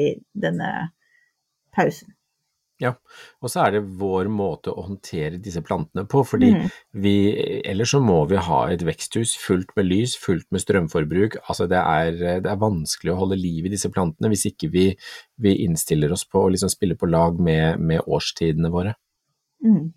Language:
Norwegian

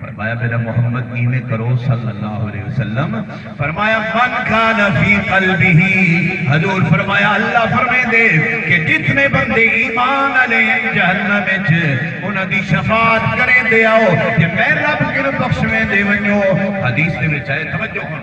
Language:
Saraiki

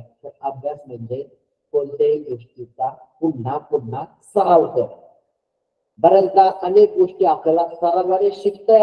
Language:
Marathi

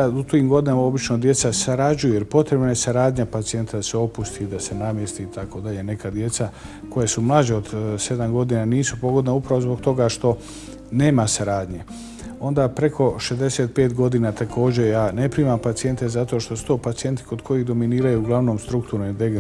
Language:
Bosnian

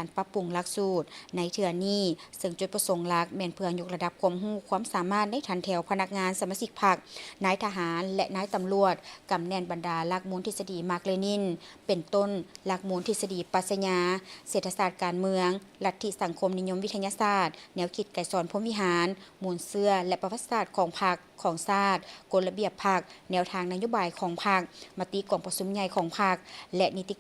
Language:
Lao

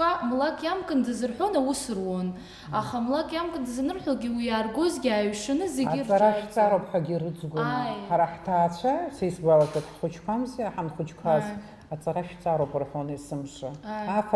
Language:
Abkhazian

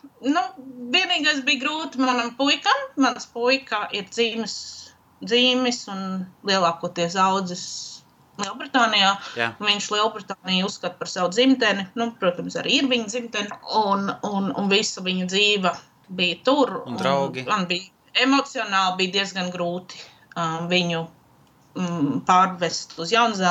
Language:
Latvian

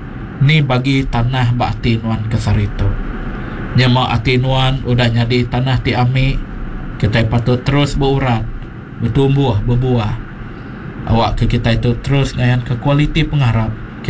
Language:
Iban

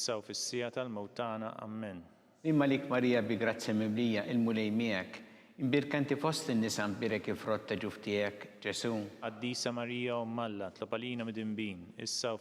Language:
Maltese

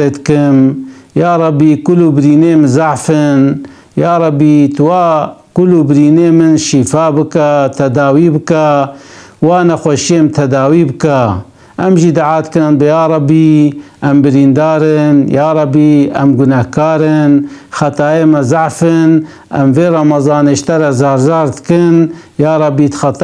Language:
Kurdish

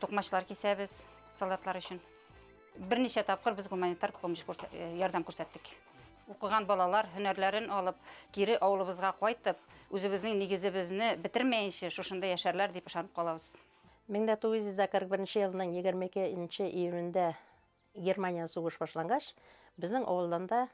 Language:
Bashkir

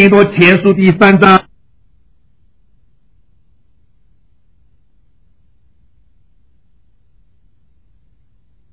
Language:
Chinese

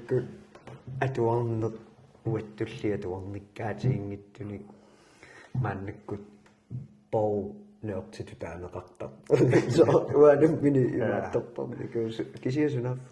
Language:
Kalaallisut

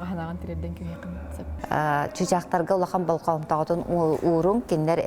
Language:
Yakut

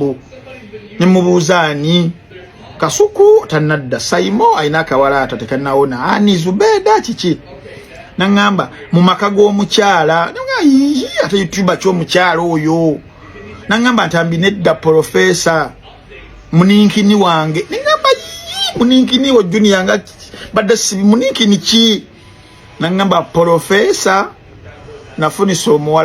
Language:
Ganda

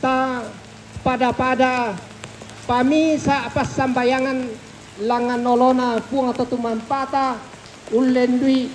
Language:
Toraja-Sa'dan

